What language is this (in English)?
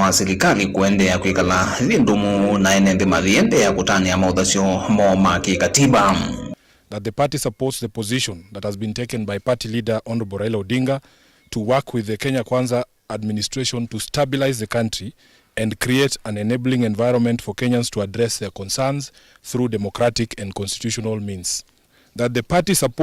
Kamba